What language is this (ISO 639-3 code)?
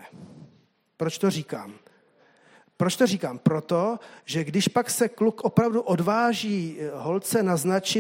ces